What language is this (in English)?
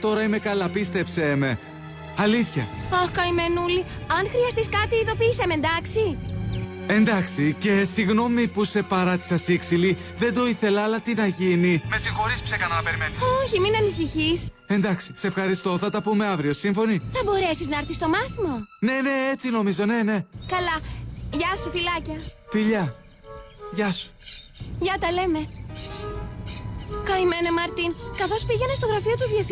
Greek